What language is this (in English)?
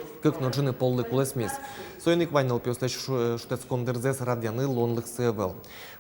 Udmurt